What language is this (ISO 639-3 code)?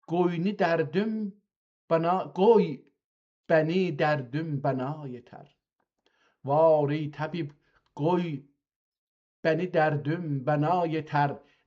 azb